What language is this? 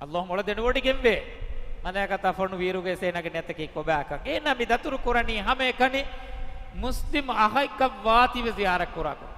Divehi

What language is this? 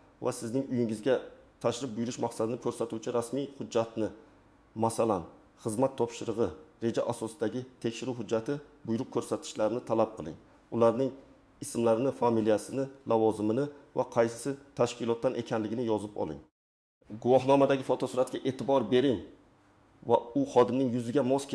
Uzbek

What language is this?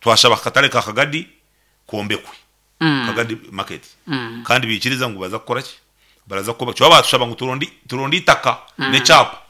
Nyankole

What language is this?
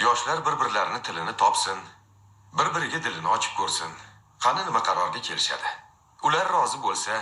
Uzbek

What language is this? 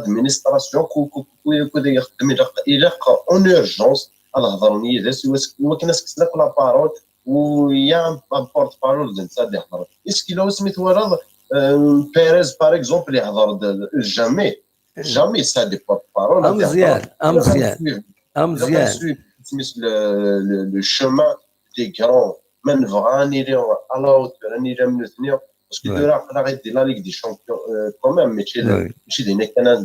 Kabyle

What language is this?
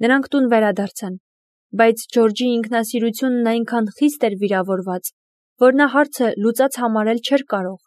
Armenian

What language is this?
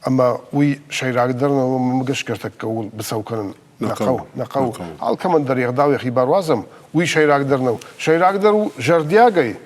Ossetic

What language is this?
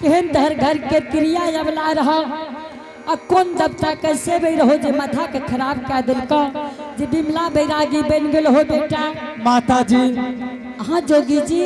Angika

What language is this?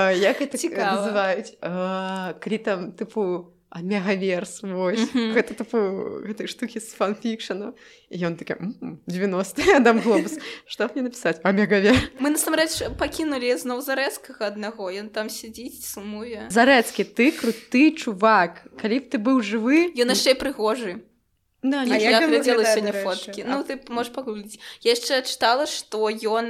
Belarusian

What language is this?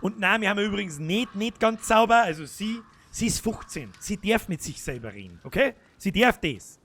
Bavarian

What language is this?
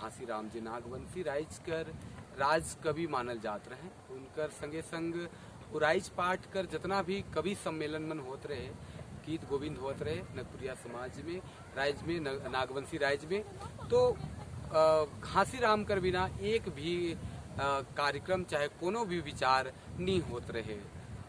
Sadri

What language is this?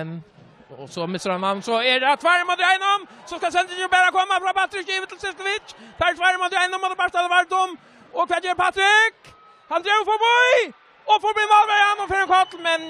Faroese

